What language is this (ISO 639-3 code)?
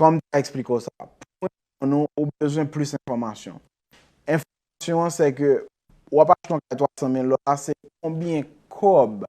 hat